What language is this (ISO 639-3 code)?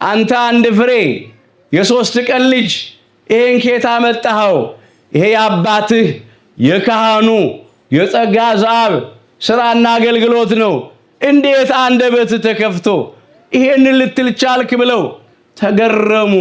amh